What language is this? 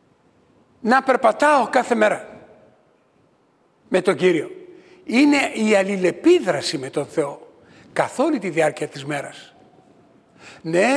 Greek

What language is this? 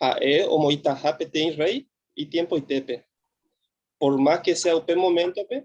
Guarani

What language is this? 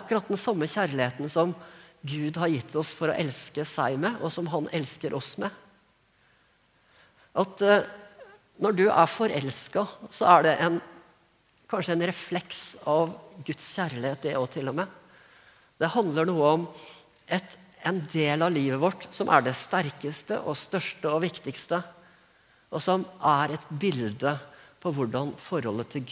Norwegian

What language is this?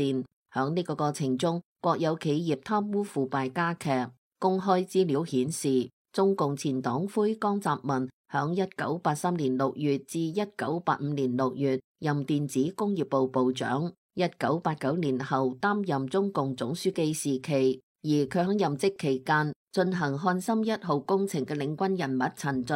Cantonese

